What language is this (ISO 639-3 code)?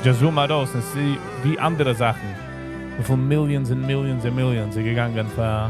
yid